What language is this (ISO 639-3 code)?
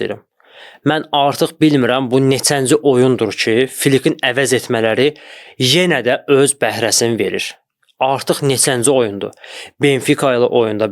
aze